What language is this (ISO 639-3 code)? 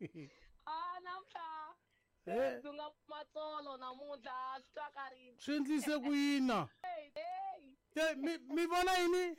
tso